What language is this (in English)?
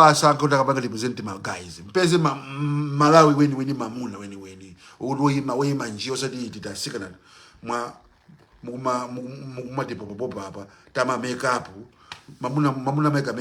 Nyanja